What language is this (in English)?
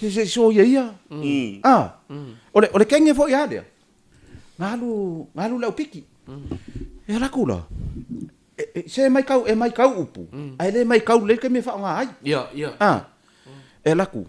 Samoan